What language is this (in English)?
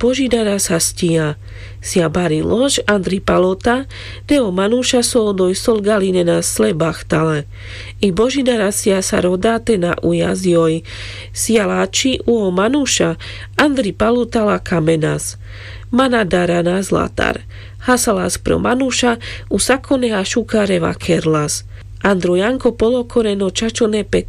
Carpathian Romani